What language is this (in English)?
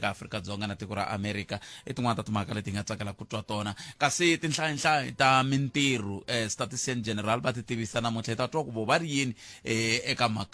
Tsonga